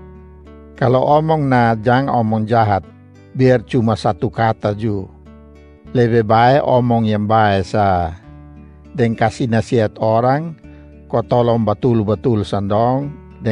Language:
Kupang Malay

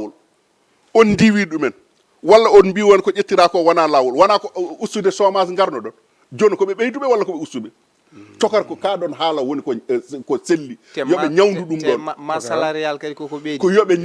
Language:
Fula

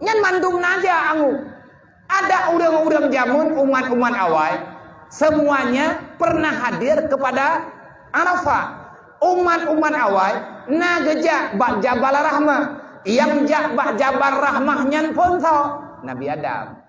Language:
Achinese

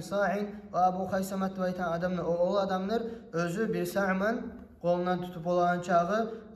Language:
Kumyk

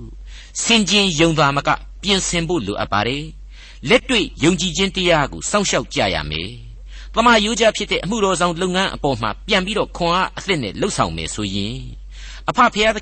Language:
Burmese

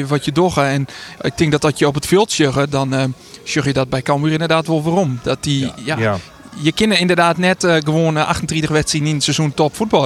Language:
Western Frisian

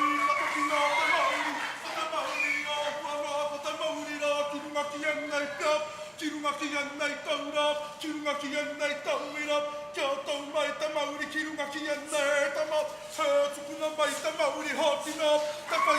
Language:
Māori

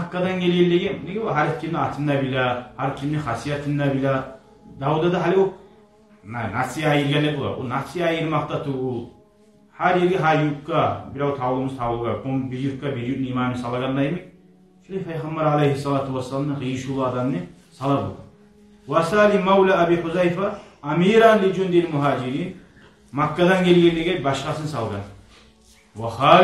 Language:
Kumyk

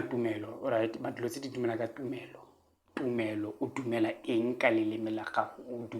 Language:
Tswana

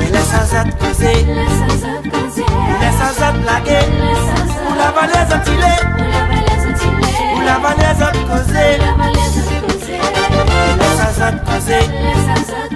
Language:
Réunion Creole French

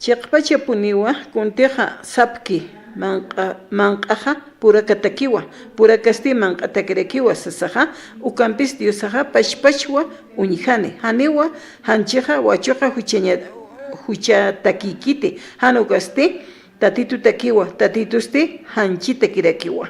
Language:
Aymara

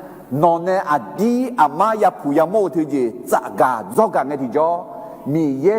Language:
Akha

